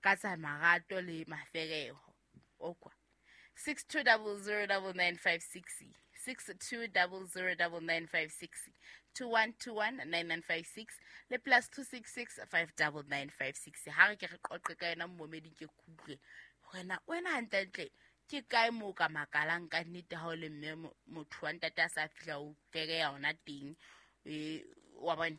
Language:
Southern Sotho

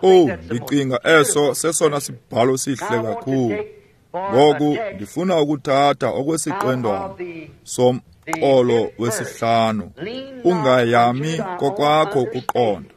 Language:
Xhosa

